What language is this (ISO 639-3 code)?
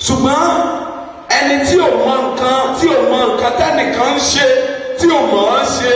yor